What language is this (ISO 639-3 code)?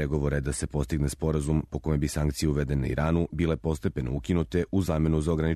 srp